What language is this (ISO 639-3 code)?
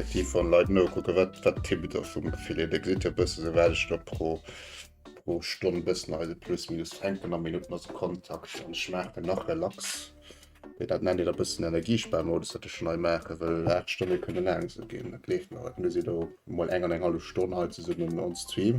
ltz